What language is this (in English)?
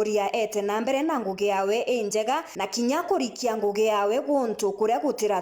Meru